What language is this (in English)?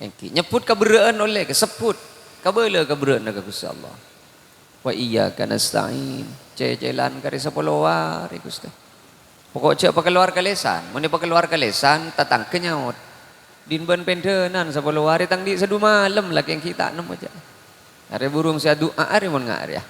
Madurese